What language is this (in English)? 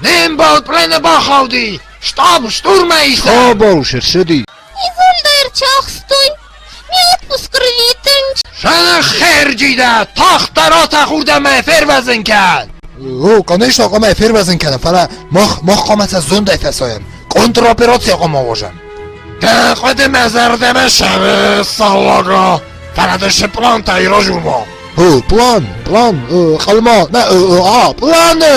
Ossetic